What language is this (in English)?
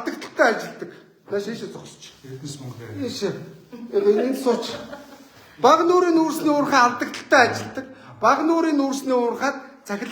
Mongolian